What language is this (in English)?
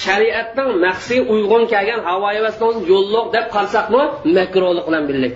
Uyghur